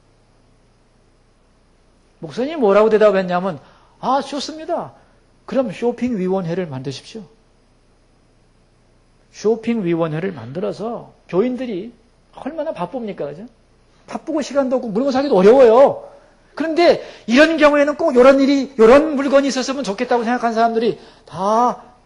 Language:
Korean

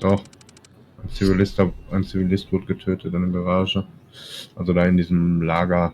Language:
Swiss German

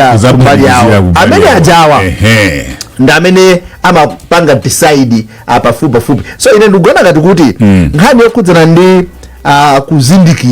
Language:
Nyanja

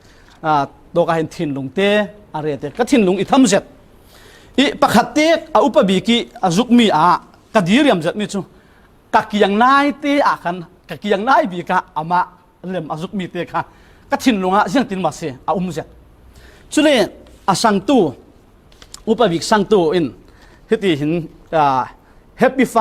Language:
Falam Chin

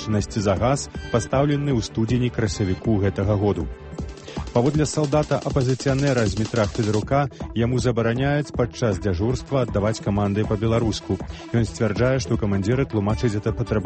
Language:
Belarusian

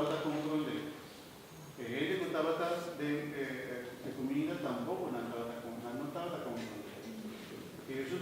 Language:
Papiamento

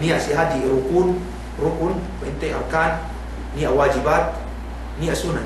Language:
Yakan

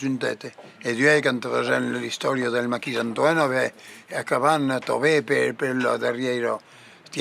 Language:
Occitan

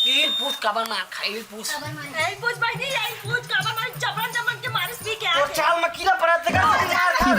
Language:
Chhattisgarhi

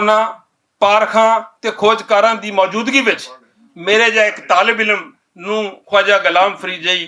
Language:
Western Panjabi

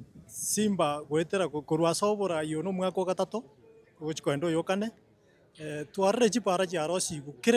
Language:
Gusii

